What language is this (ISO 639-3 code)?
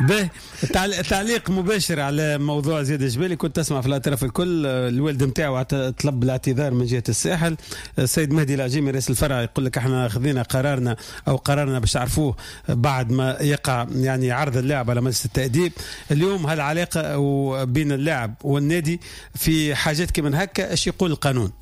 aeb